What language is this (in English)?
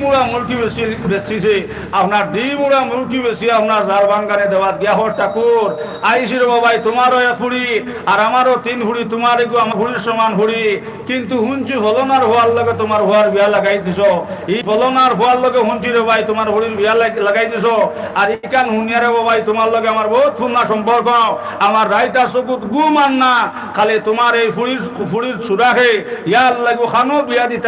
Sylheti